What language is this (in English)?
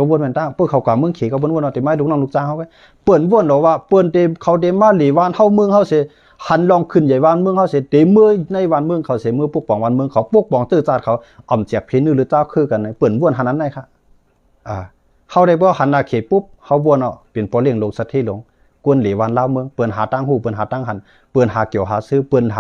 Shan